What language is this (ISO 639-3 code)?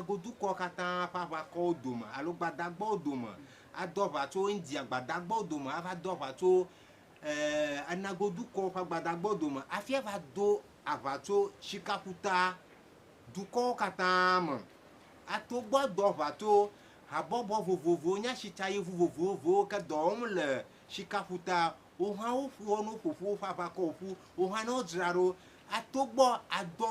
ewe